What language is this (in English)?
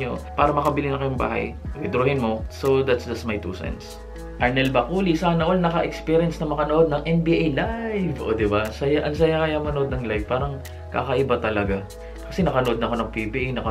Filipino